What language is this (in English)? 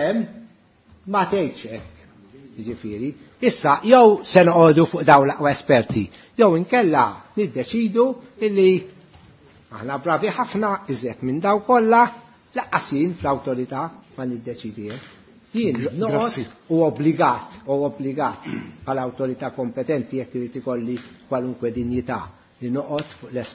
Maltese